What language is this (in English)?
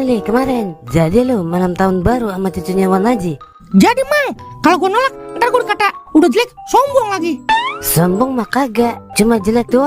Betawi